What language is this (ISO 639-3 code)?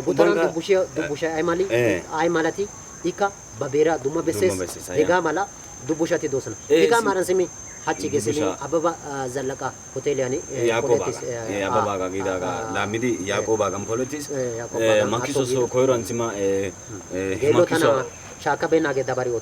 wal